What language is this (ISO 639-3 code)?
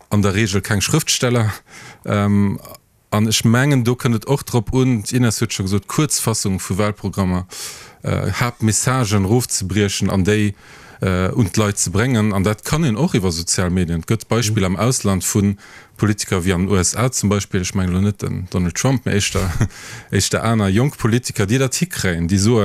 ltz